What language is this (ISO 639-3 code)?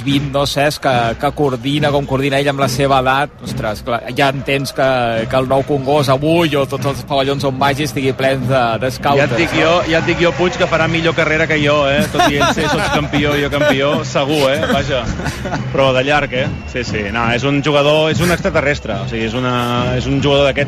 cat